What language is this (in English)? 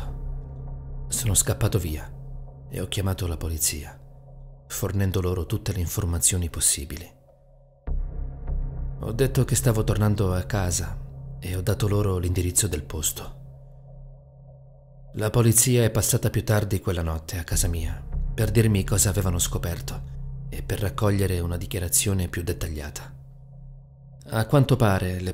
Italian